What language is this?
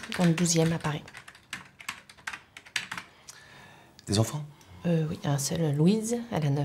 French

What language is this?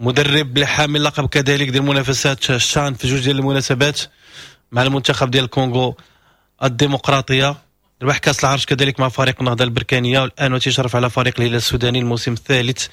Moroccan Arabic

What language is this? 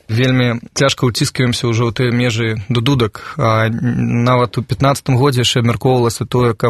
Belarusian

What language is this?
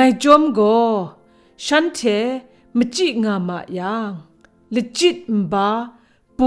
Kachin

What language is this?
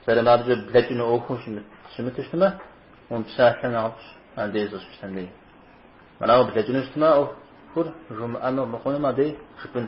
Kabardian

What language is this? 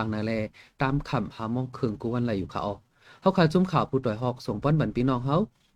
Shan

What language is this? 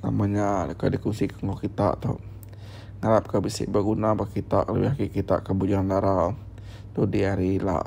Iban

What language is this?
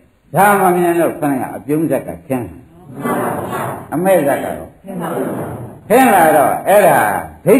Burmese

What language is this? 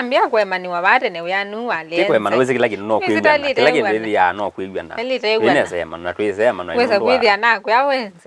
Kamba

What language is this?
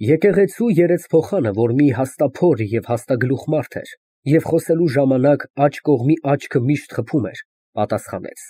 Armenian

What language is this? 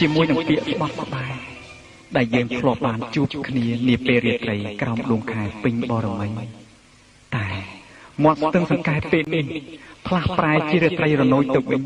Khmer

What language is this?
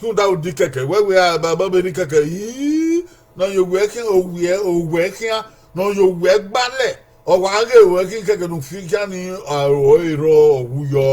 Bini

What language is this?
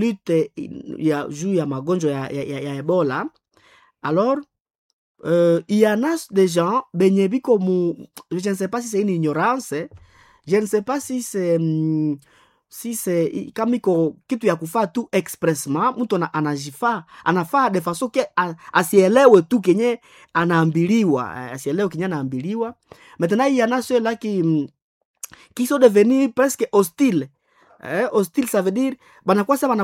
Swahili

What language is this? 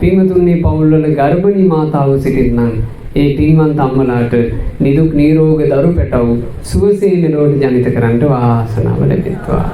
Sinhala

